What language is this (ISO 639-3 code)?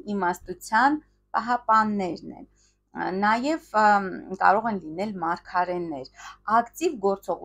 hye